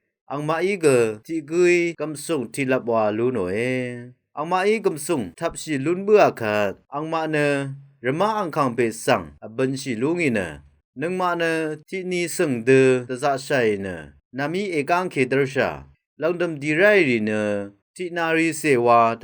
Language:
Rawang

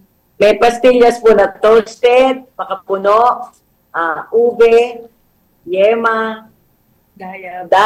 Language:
Filipino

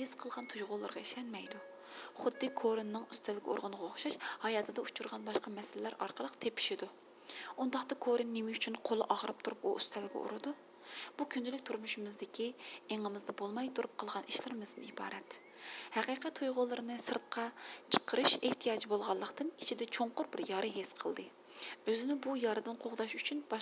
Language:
Uyghur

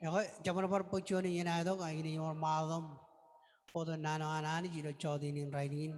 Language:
Marshallese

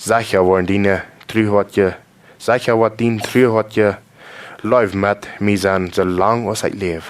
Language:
Plautdietsch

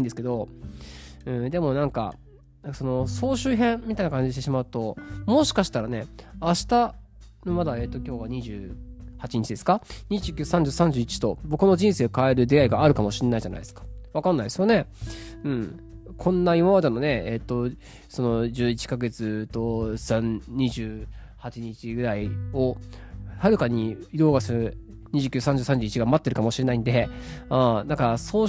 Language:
Japanese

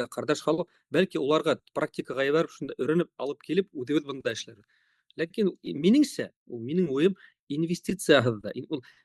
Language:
Bashkir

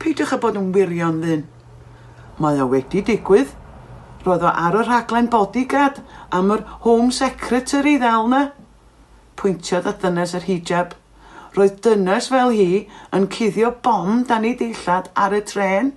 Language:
Welsh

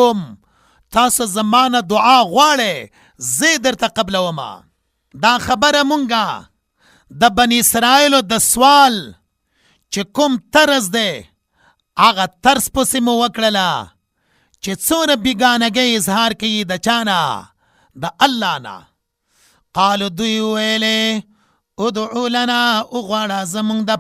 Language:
Pashto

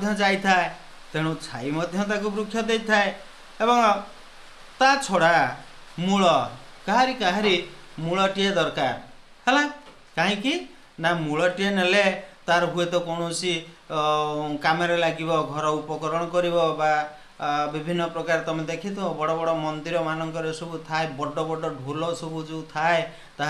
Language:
Odia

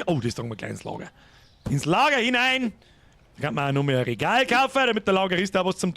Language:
Bavarian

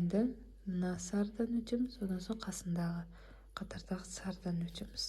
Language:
Kazakh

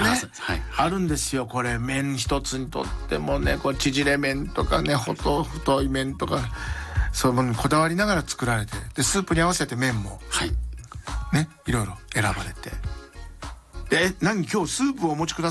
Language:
Japanese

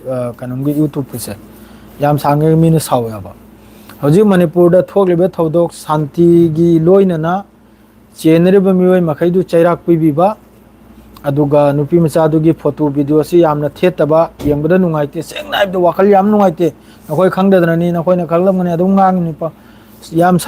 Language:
Manipuri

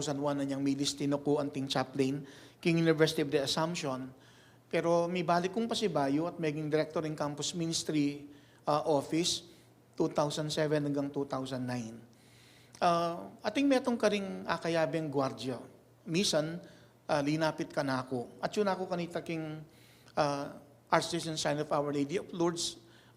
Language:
Pampanga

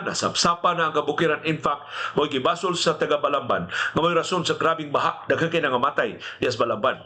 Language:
Cebuano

